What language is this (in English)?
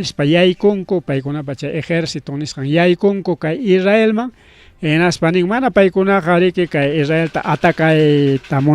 Ayacucho Quechua